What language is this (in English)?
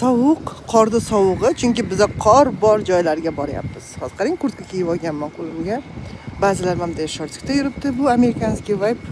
Uzbek